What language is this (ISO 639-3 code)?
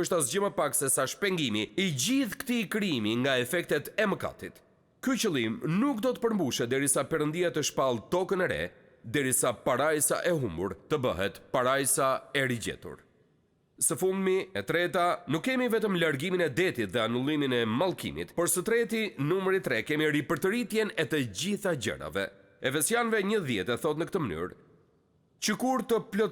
sqi